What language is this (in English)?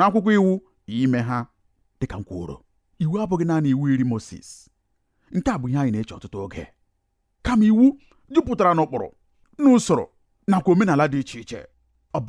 Igbo